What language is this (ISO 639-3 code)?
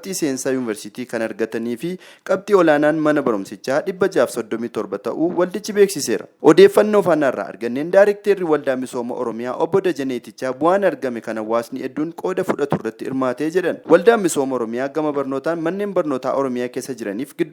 orm